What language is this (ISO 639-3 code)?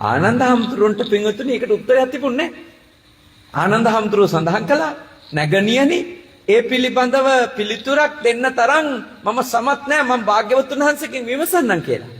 sin